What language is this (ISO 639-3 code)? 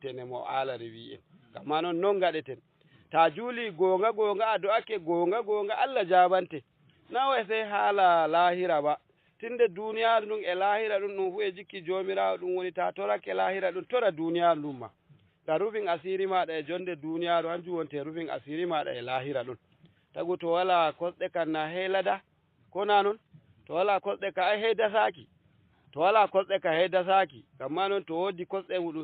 ful